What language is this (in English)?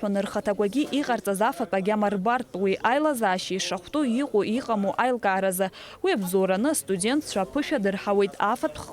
Abkhazian